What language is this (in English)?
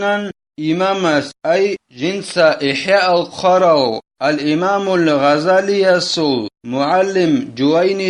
Avaric